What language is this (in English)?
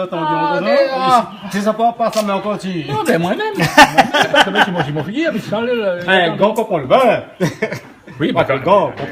Réunion Creole French